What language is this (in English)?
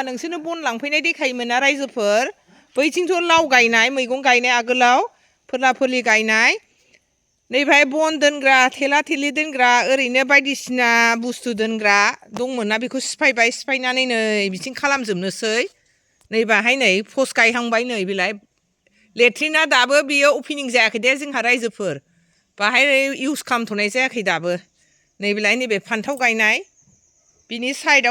Bodo